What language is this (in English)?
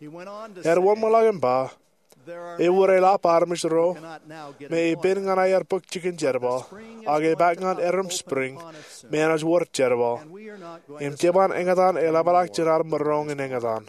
Marshallese